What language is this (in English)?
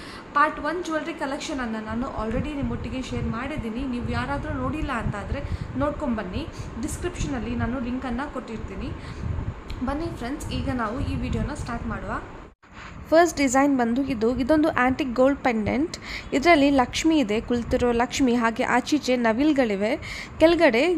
Kannada